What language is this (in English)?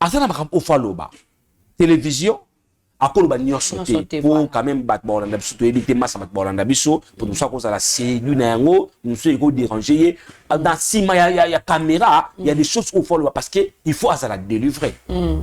Lingala